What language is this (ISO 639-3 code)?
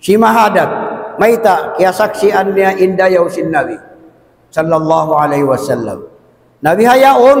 tsg